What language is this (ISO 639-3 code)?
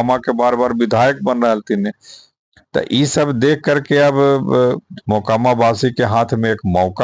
mag